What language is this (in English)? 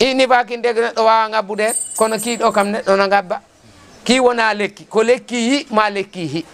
Fula